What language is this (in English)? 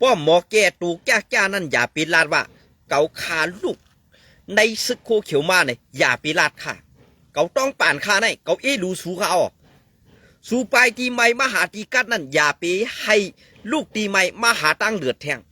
Shan